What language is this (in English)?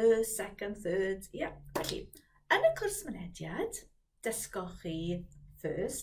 Welsh